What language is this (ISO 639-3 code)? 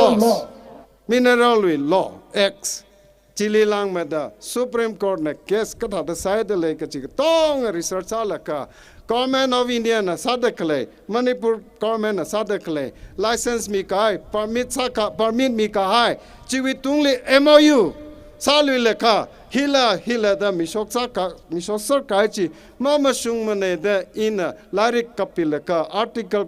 nmf